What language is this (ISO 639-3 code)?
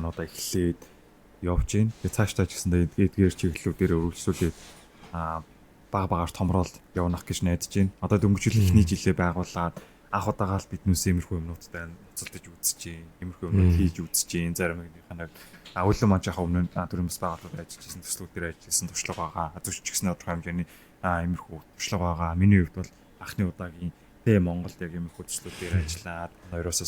mon